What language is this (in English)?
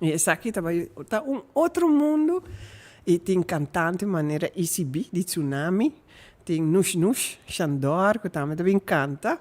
Papiamento